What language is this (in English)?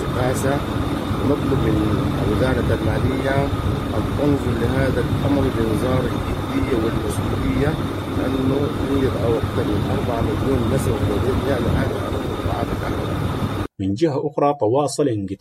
Sudanese Arabic